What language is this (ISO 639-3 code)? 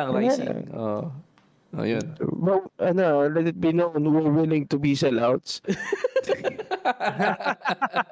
fil